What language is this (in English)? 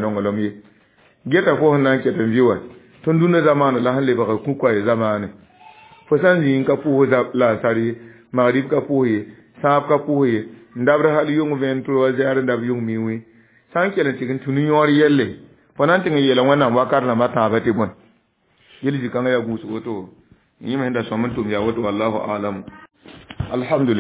Mossi